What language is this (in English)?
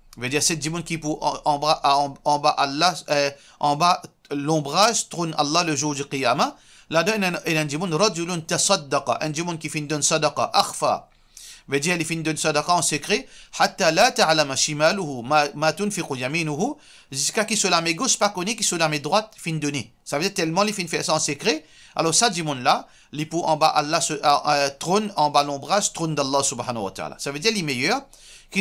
Morisyen